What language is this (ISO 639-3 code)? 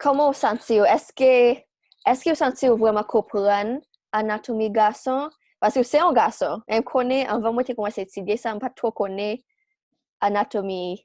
hat